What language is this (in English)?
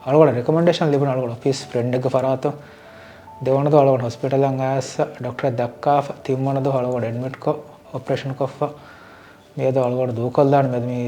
Divehi